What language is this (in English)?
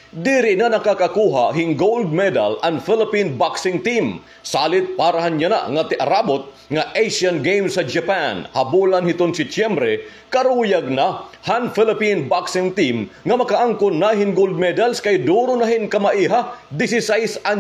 Waray